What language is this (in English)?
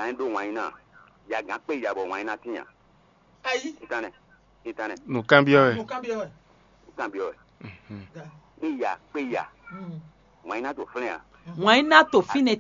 Fon